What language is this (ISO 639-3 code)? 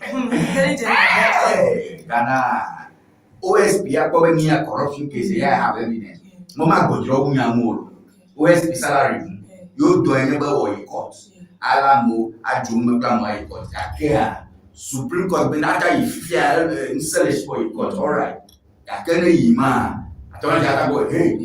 ewe